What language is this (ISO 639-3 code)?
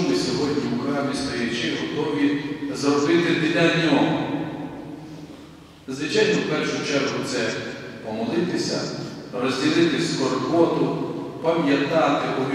ukr